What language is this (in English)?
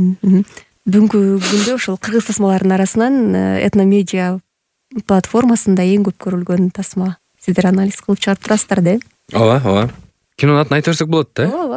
Kyrgyz